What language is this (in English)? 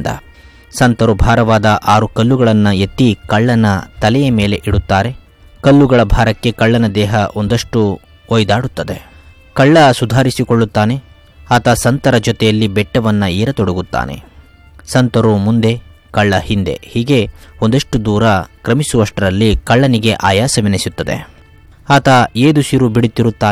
Kannada